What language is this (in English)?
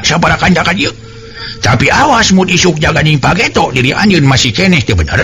Sundanese